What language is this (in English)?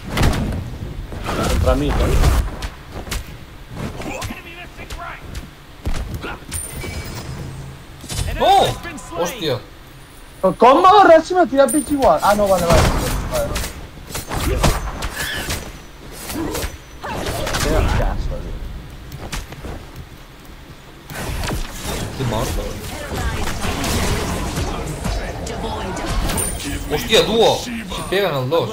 Catalan